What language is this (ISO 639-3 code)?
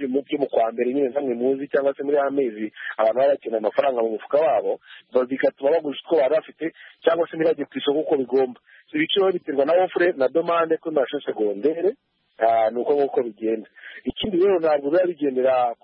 kin